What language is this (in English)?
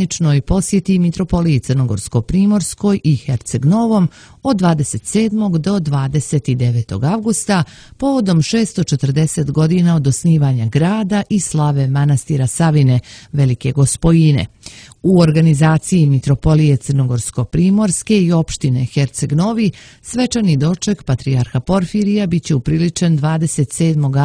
Serbian